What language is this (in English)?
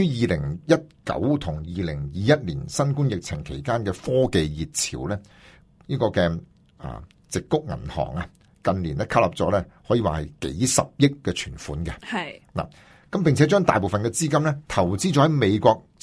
Cantonese